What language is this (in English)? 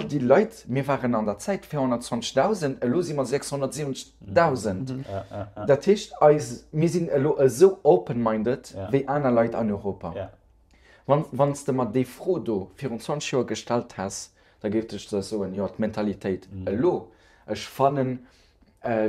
Luxembourgish